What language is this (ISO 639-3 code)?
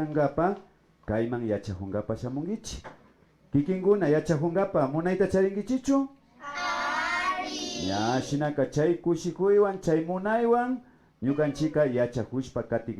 qvi